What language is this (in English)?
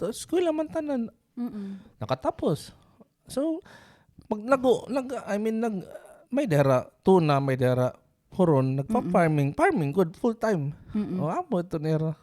Waray